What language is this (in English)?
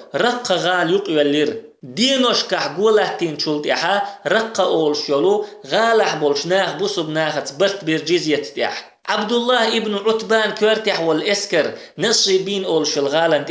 Chechen